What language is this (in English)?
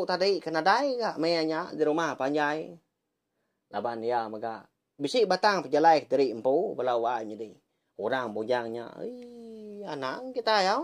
Iban